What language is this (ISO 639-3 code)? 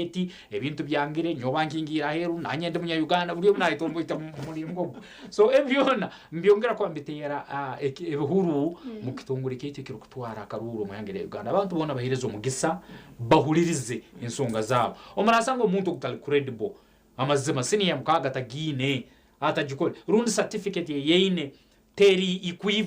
nyn